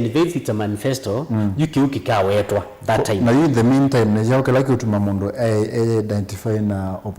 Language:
Kamba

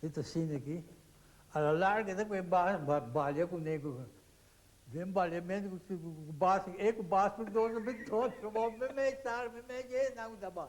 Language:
Papiamento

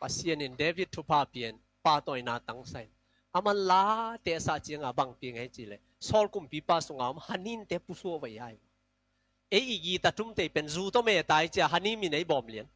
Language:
Tedim Chin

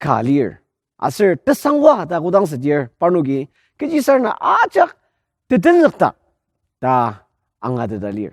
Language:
Ao Naga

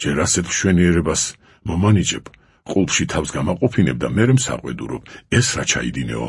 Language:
Georgian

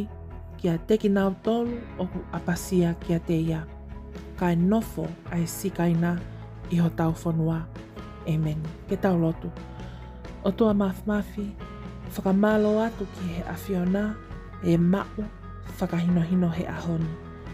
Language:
Tongan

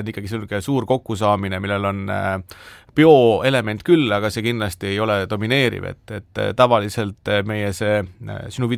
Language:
Estonian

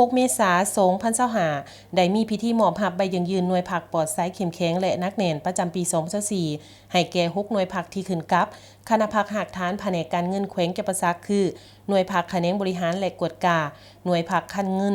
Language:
Lao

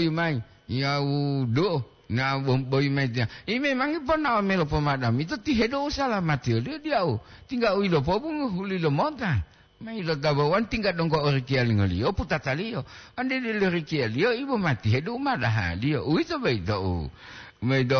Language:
Gorontalo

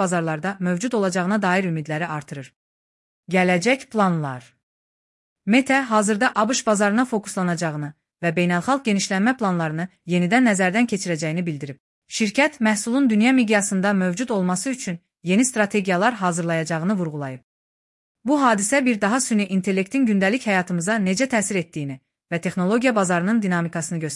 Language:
Azerbaijani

